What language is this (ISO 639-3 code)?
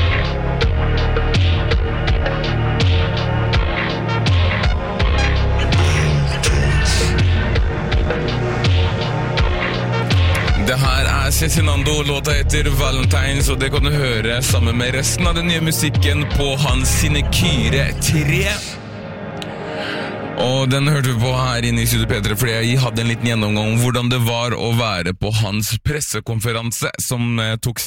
nor